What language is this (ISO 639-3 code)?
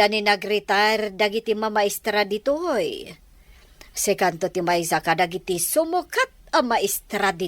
ilo